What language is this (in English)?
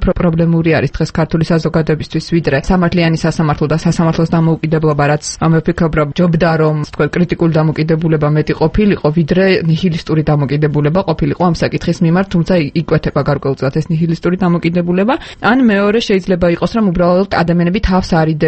Georgian